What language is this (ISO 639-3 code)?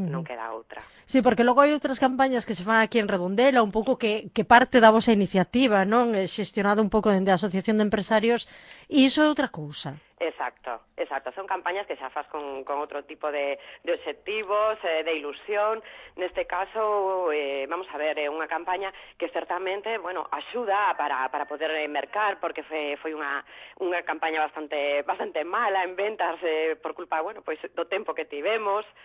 glg